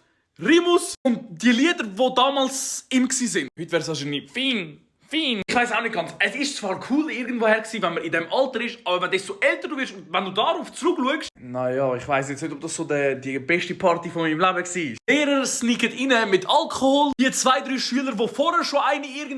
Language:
Swiss German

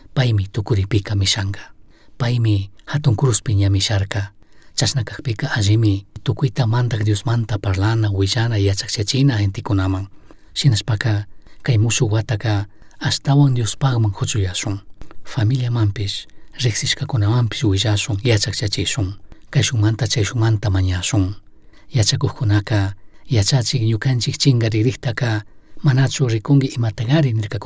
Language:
Chimborazo Highland Quichua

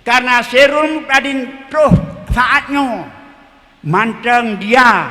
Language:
Achinese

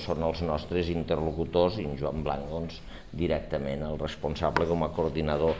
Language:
Catalan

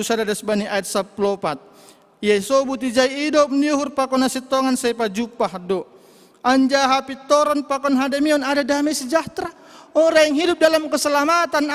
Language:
Batak Simalungun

